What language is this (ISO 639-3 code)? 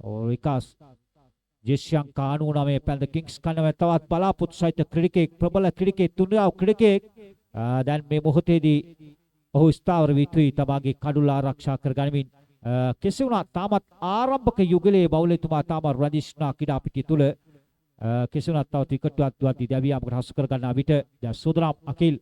sin